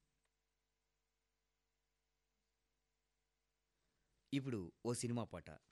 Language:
Telugu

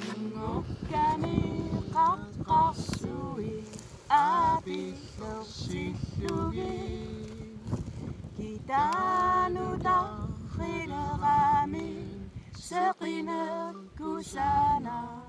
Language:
Kalaallisut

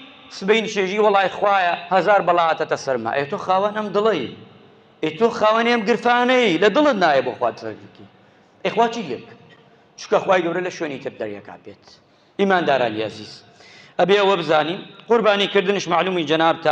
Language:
Central Kurdish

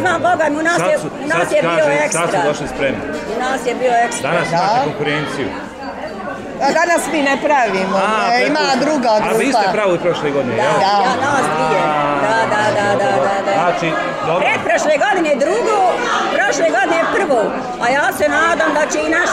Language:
Bosnian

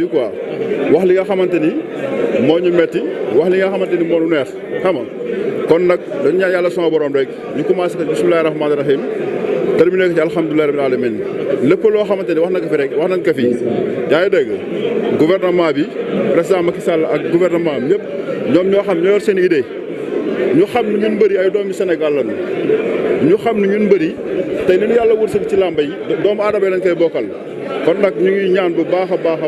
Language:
Wolof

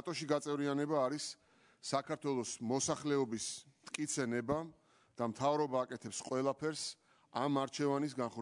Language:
Georgian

